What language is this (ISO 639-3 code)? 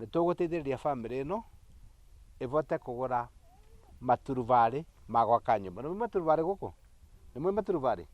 kik